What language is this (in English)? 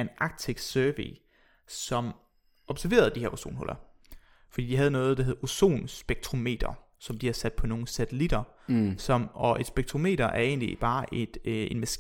Danish